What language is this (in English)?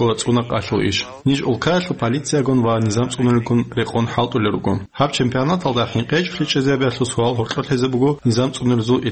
Avaric